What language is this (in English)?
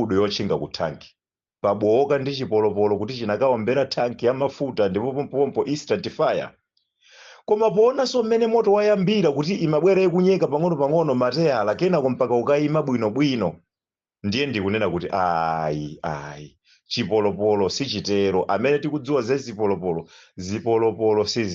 Nyanja